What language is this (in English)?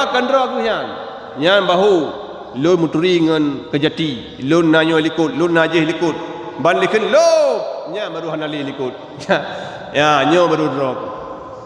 Achinese